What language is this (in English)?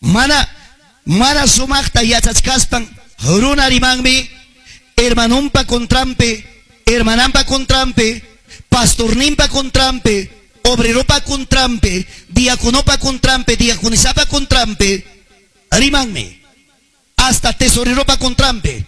Ayacucho Quechua